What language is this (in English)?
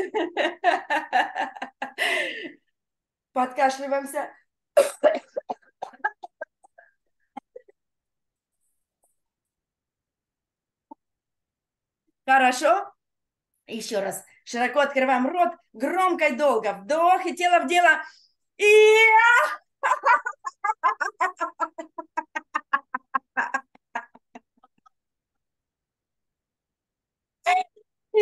Russian